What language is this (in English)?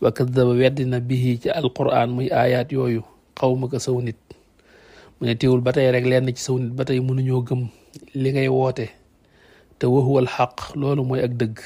Wolof